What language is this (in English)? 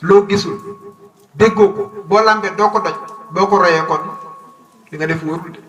Wolof